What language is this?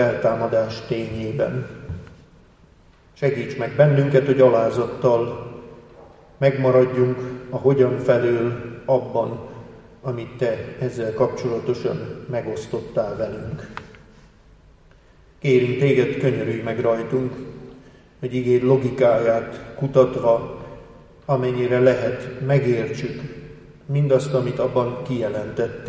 Hungarian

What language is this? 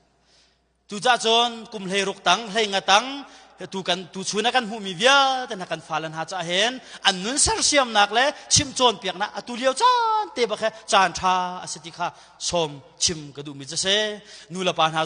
Hakha Chin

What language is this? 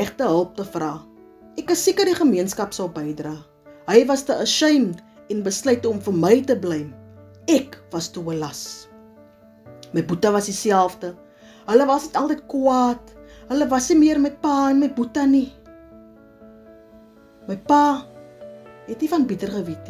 Afrikaans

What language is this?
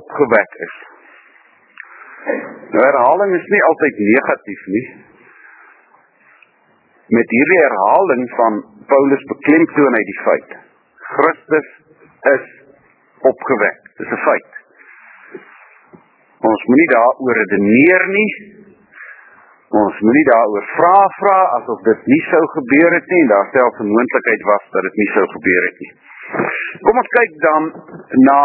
Afrikaans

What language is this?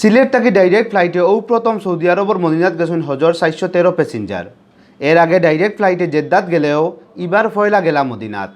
Sylheti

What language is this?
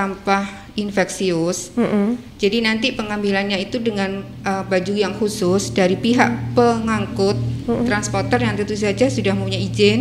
Indonesian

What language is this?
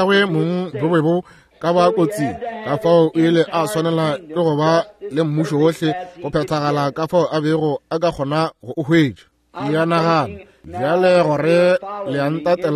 Northern Sotho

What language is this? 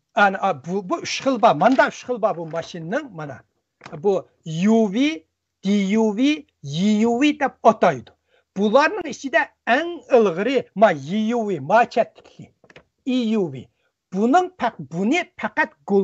Uyghur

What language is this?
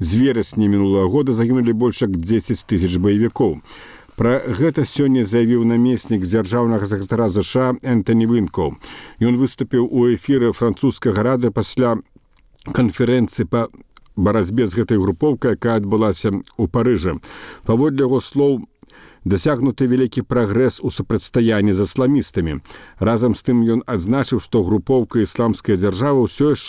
Belarusian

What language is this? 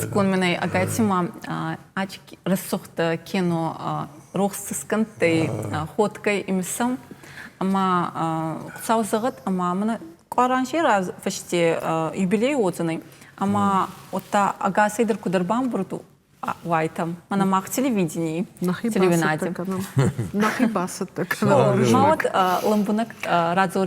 Ossetic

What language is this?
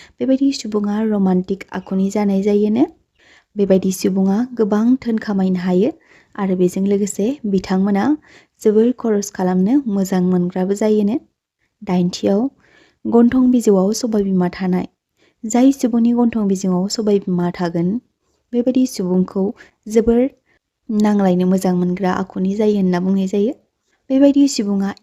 Bodo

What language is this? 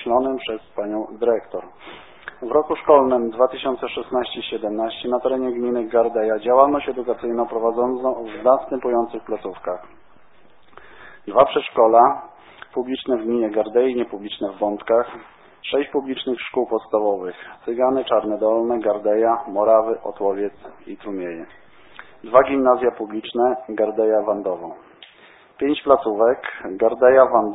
Polish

